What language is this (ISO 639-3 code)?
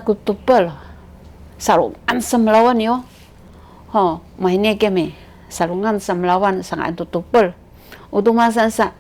szy